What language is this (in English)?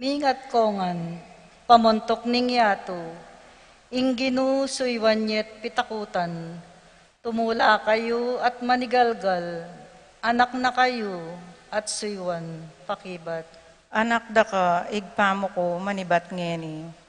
Pampanga